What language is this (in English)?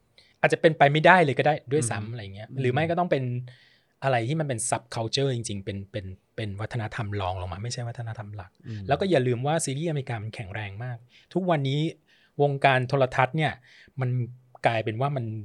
Thai